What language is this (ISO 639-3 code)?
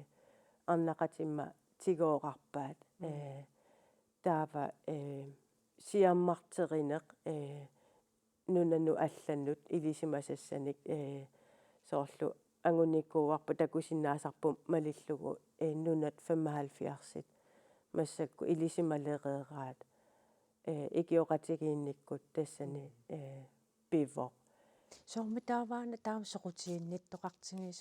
kal